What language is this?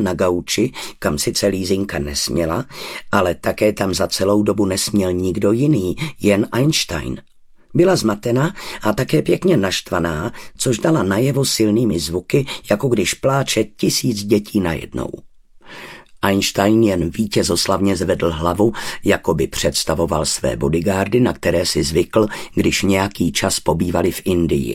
Czech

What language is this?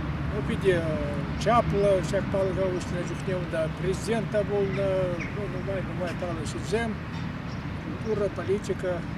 Chuvash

